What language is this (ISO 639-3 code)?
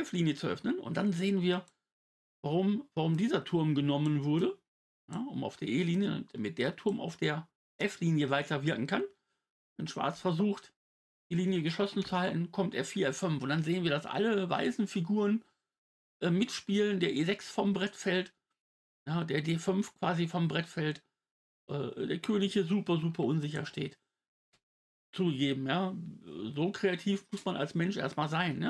deu